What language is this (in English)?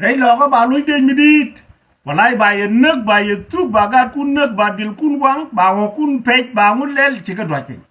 Nuer